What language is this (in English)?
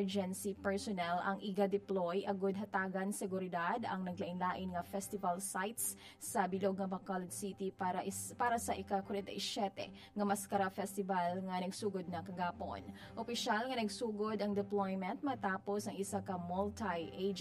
Hiligaynon